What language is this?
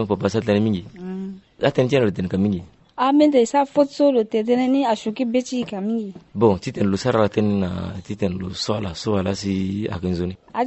Sango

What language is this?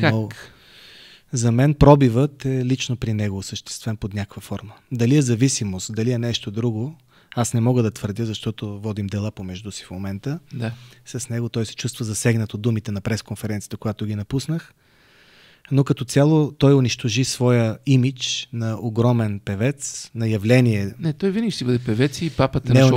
Bulgarian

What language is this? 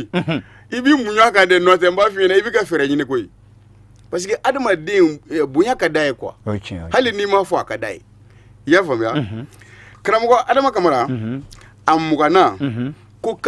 Bambara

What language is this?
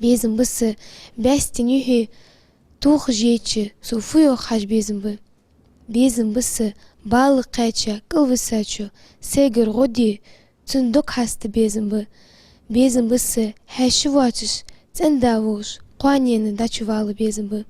Ingush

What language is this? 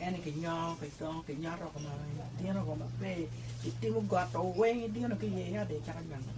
Acoli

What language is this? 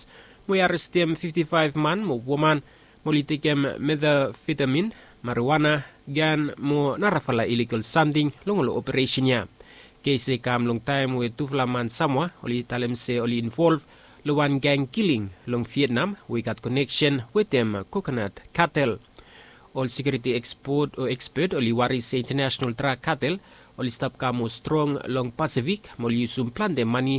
Bislama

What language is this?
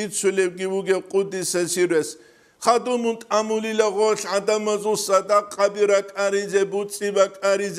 Avaric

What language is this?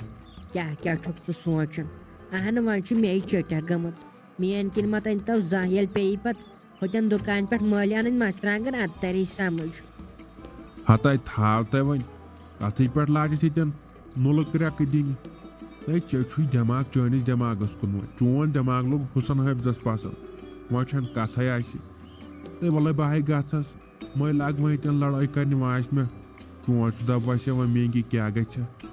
Kashmiri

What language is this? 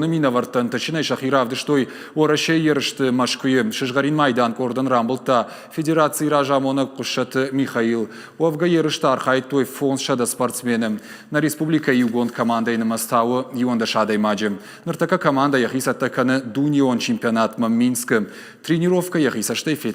Ossetic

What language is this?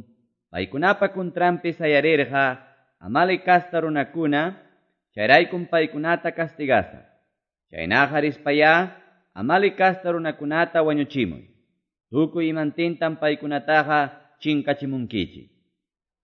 Quechua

